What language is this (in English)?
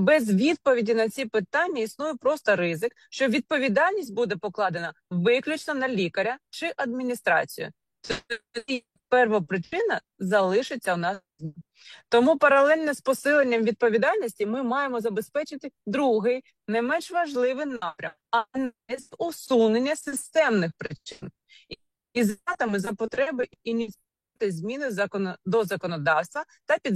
Ukrainian